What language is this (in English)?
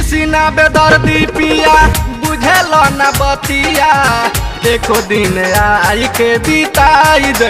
Bhojpuri